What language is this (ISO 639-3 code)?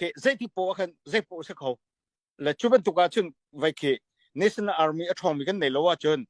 cfm